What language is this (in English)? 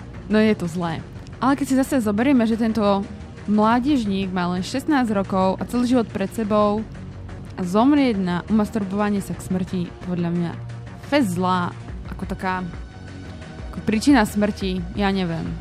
Slovak